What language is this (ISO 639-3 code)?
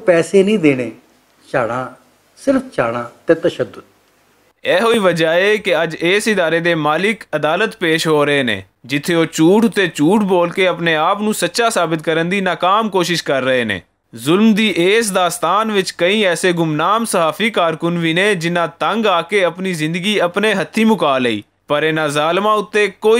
lah